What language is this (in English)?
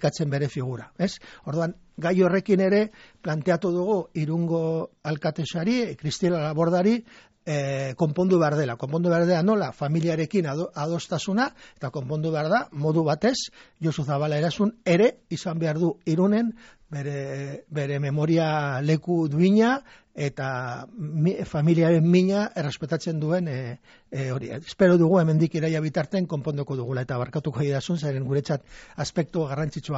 Basque